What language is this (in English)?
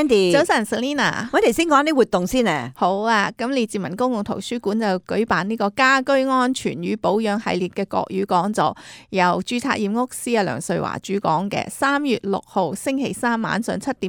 Cantonese